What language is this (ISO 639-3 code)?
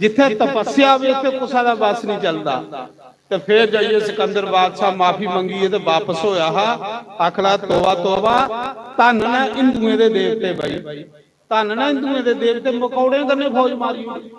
doi